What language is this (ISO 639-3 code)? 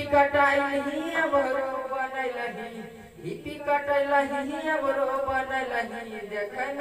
mai